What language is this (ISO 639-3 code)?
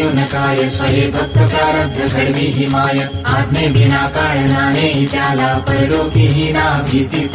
mar